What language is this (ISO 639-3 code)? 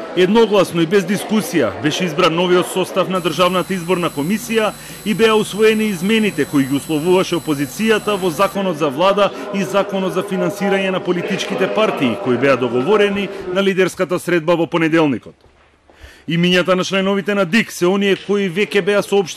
mkd